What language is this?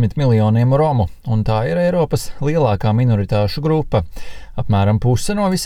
Latvian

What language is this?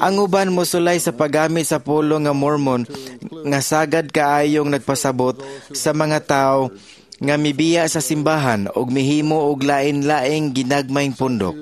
Cebuano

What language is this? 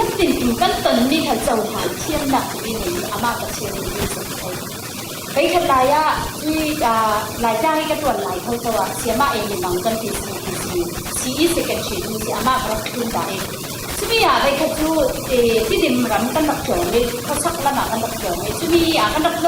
Falam Chin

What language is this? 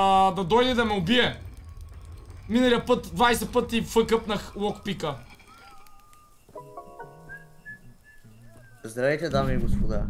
Bulgarian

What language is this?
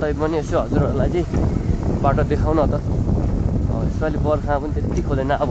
Nepali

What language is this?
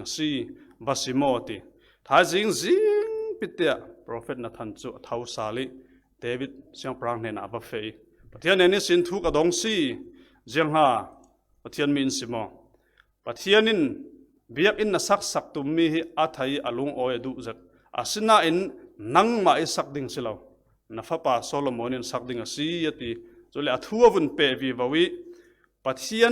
Falam Chin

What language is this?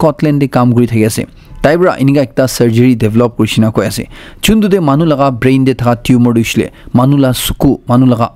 Naga Pidgin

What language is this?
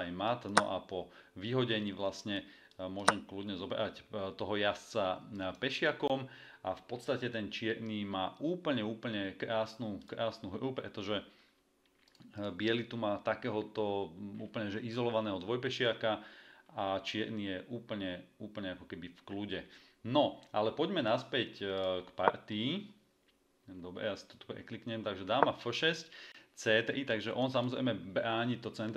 Slovak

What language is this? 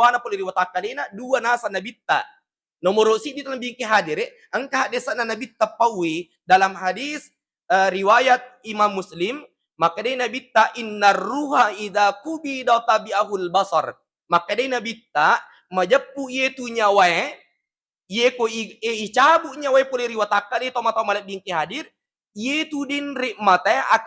Buginese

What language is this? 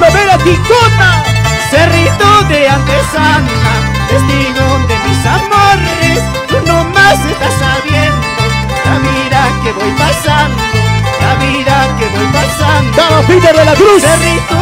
Spanish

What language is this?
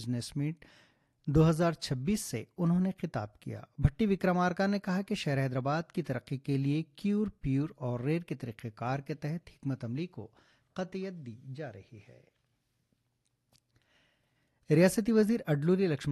Urdu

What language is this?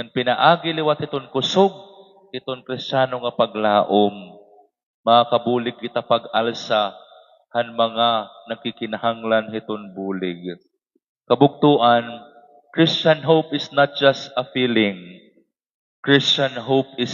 Waray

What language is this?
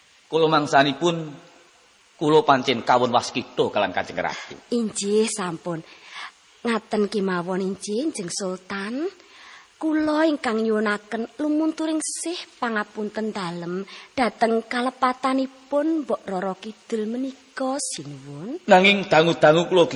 Javanese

